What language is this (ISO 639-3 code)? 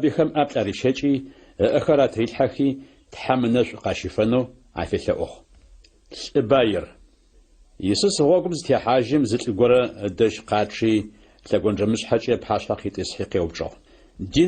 ady